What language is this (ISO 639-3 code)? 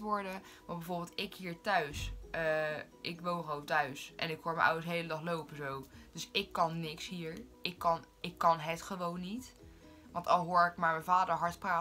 nld